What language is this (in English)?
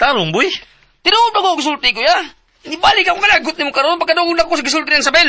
Cebuano